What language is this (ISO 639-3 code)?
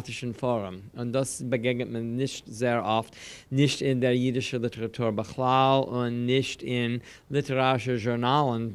yid